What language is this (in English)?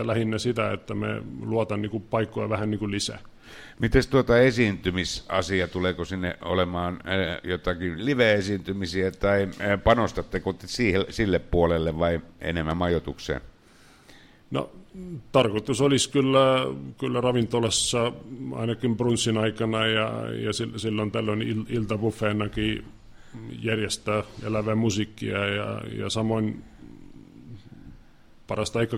Finnish